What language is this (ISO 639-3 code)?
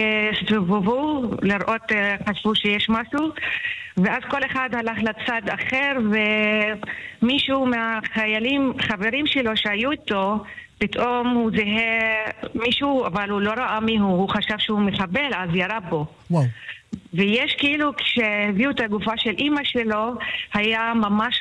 heb